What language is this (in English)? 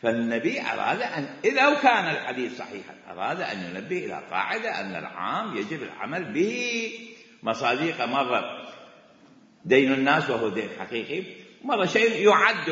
Mesopotamian Arabic